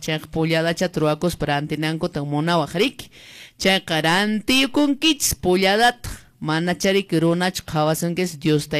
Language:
Quechua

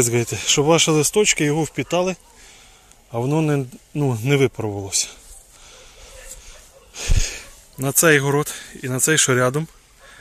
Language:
Ukrainian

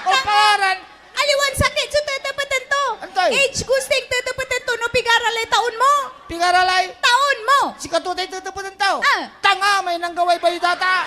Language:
Pangasinan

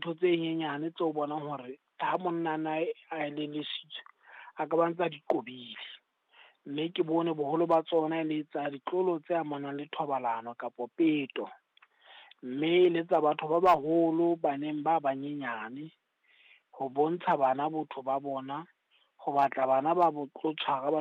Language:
Southern Sotho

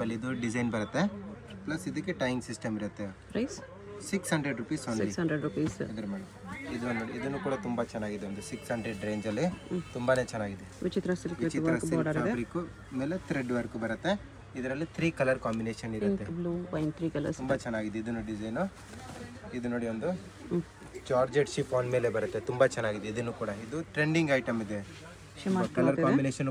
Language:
Kannada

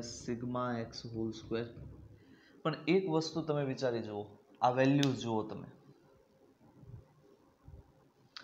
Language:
Gujarati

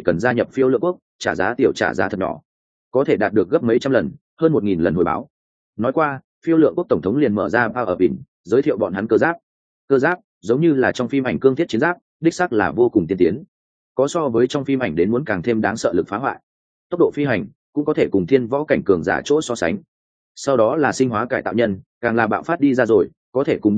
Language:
Vietnamese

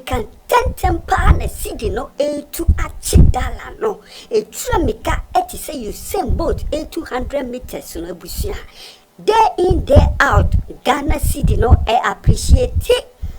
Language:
Akan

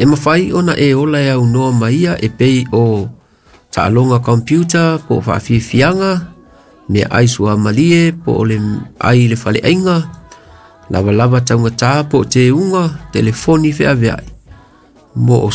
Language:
Samoan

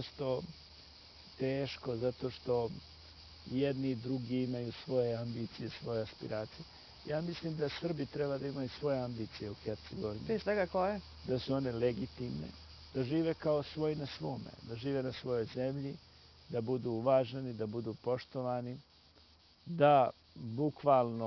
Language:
Bosnian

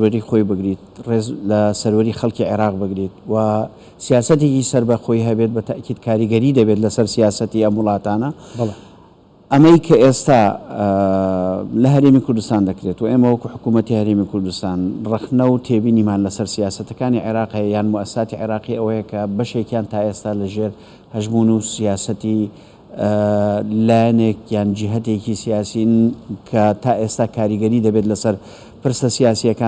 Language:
Central Kurdish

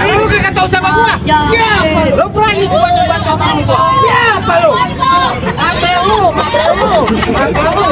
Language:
Betawi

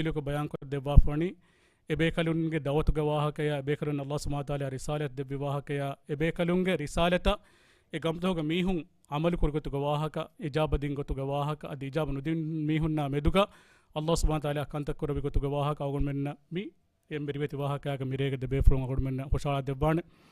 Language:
Divehi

